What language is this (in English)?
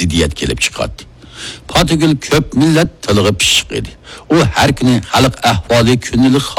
Uyghur